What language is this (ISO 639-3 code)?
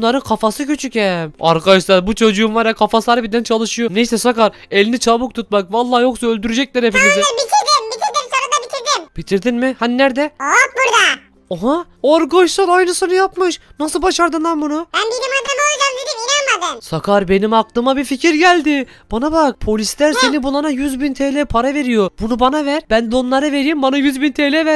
tur